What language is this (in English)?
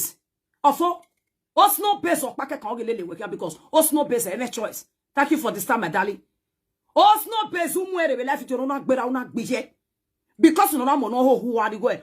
Nigerian Pidgin